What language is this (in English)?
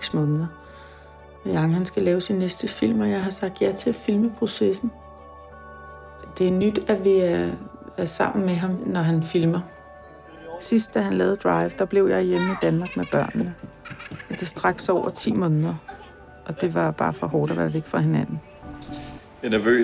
Danish